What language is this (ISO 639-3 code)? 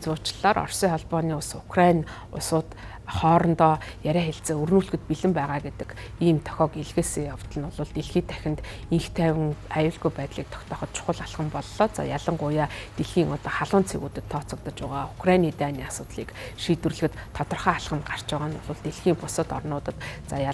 mon